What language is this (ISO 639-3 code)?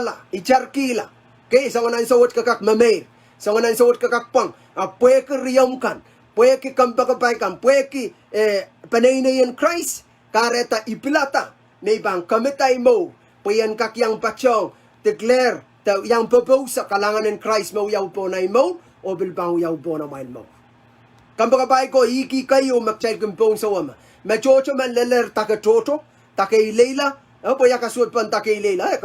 pon